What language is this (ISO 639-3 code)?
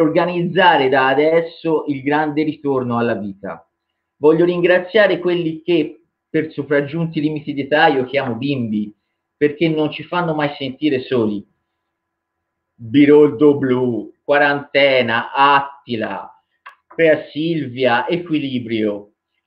ita